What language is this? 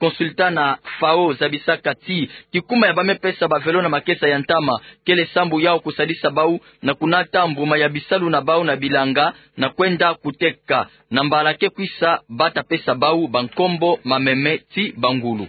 Kituba (Democratic Republic of Congo)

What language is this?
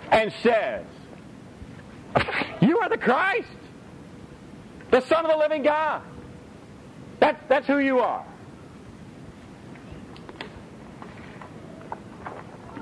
English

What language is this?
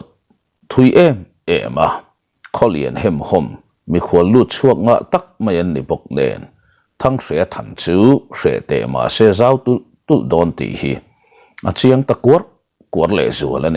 Mizo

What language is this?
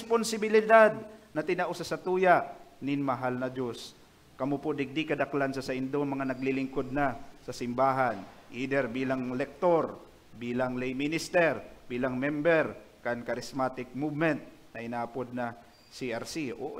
Bikol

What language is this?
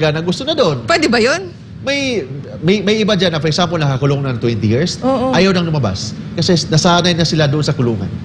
Filipino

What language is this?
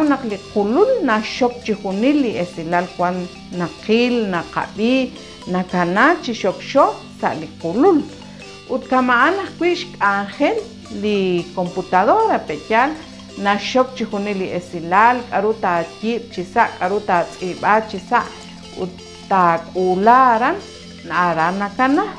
Kekchí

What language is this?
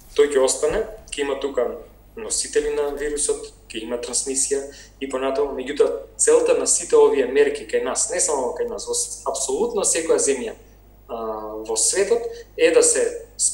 Macedonian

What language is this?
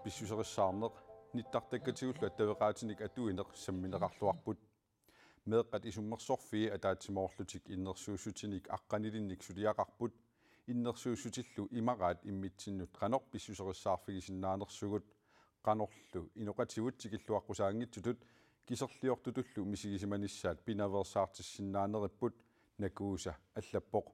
Kalaallisut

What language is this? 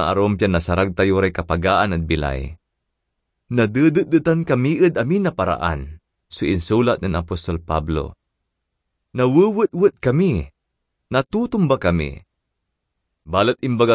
Pangasinan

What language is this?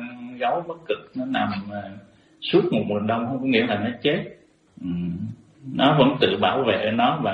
Vietnamese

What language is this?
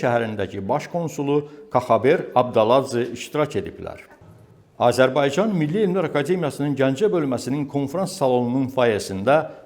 Azerbaijani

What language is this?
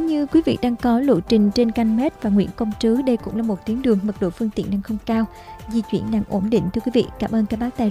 Vietnamese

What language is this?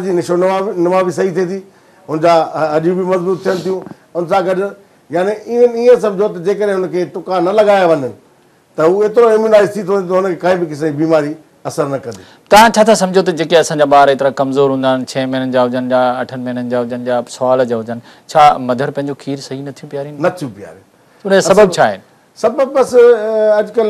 Sindhi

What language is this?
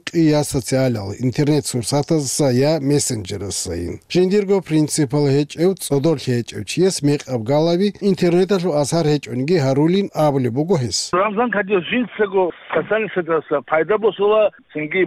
Avaric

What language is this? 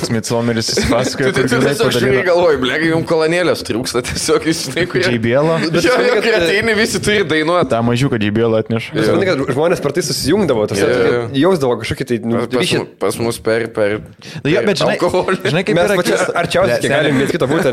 Lithuanian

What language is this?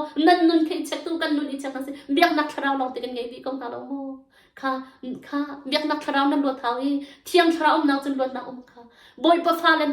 Hakha Chin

